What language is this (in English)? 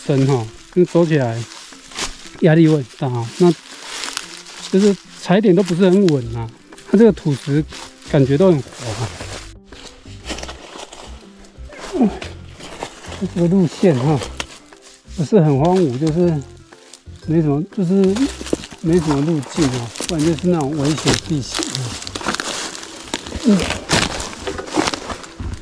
Chinese